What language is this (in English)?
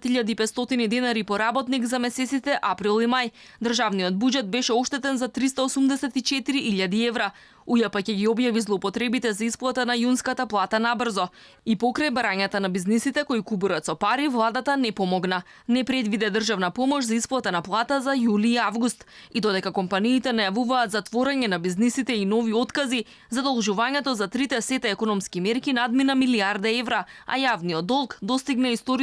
Macedonian